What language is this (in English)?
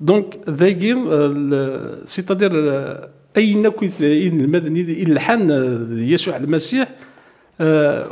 Kabyle